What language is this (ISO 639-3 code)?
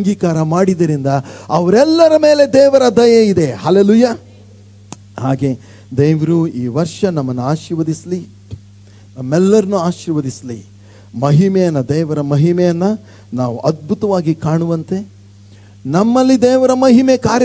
kan